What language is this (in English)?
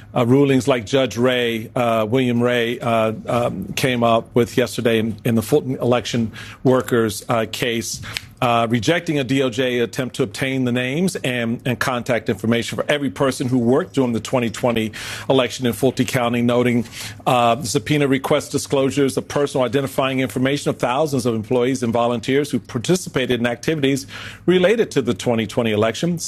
English